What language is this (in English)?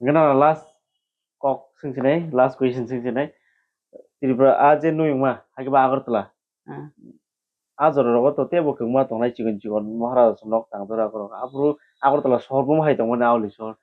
Kok Borok